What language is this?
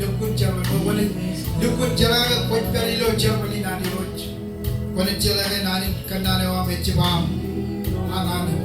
Marshallese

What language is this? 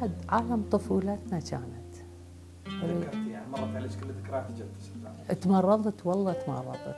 Mesopotamian Arabic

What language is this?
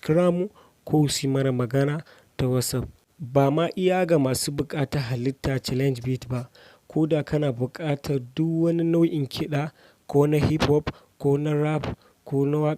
Hausa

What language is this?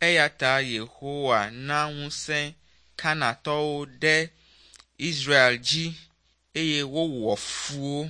Ewe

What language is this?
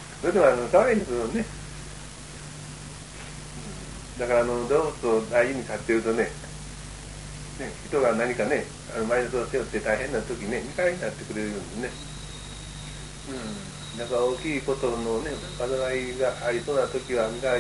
Japanese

